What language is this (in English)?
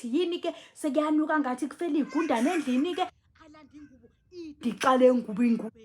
Zulu